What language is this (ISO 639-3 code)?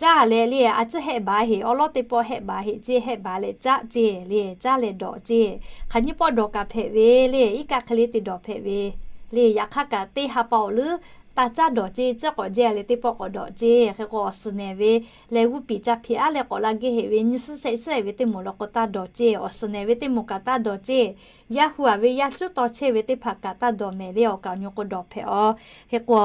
lhu